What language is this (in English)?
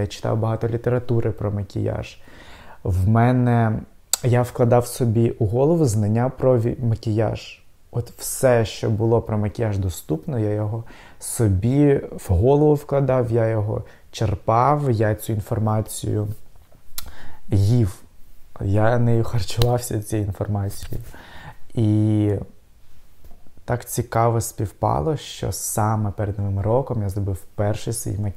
Ukrainian